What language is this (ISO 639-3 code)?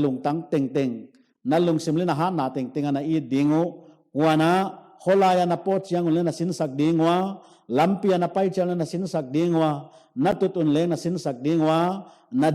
pck